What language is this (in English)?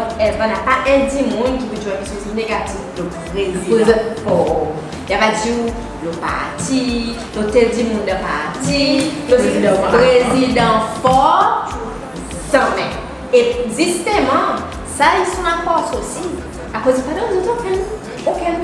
Seselwa Creole French